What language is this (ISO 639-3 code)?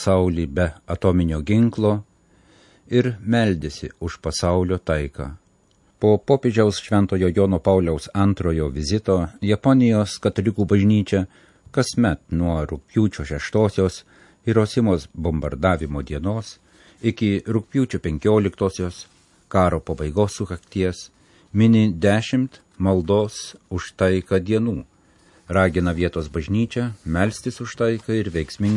lit